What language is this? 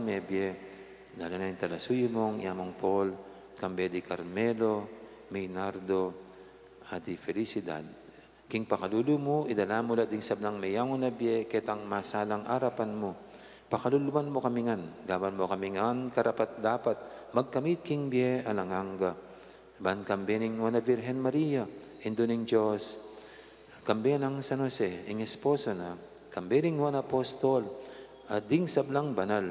Pampanga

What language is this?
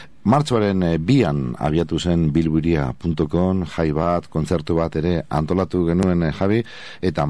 Basque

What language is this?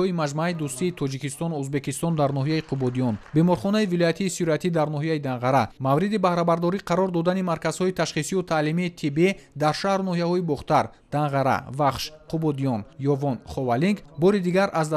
Tajik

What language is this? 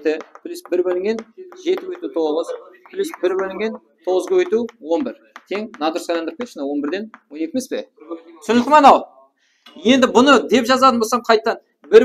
Kara-Kalpak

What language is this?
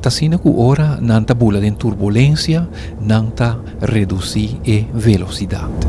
Papiamento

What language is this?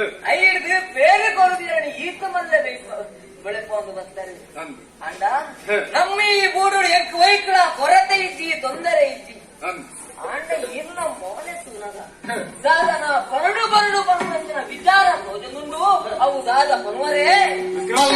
Tulu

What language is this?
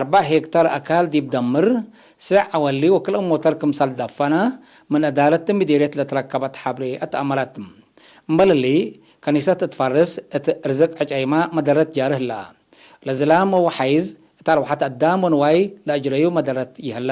Tigre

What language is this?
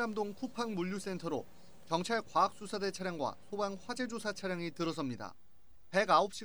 Korean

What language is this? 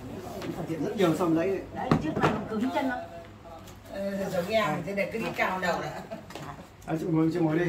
Vietnamese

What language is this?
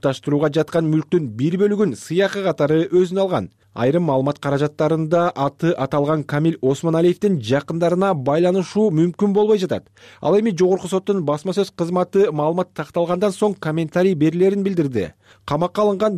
Kyrgyz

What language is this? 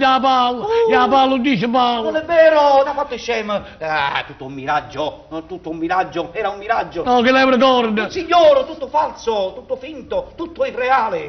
Neapolitan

